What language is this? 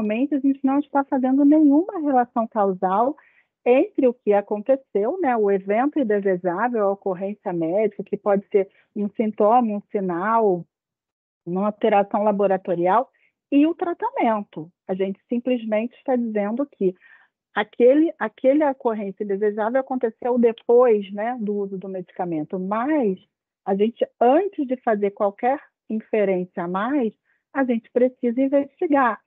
Portuguese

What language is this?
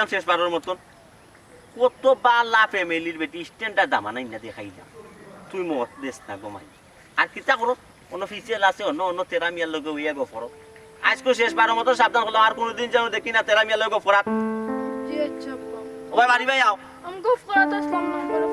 Sylheti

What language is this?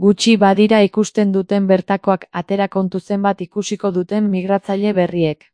Basque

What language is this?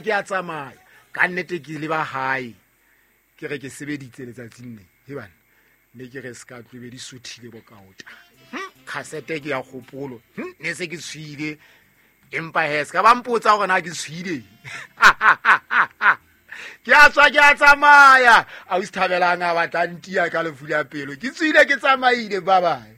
Southern Sotho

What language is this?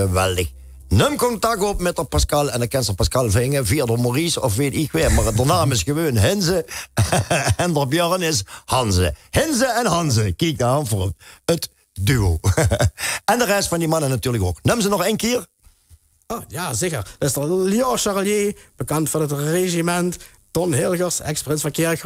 Limburgish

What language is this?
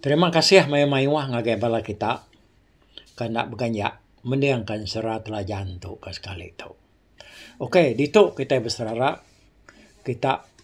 Iban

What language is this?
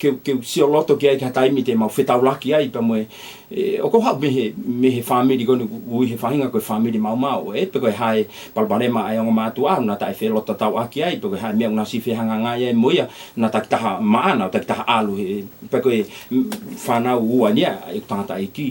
Tongan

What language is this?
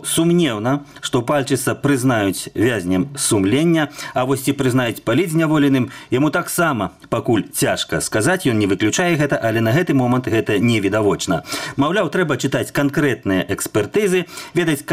Belarusian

